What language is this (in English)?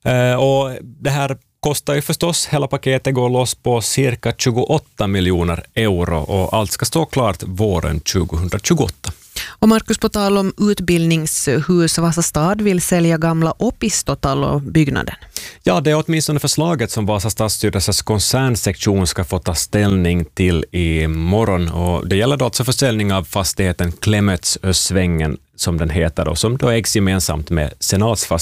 Swedish